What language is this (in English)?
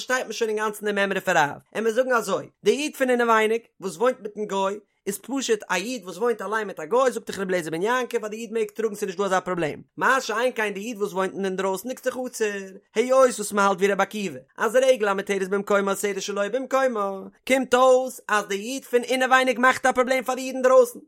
Yiddish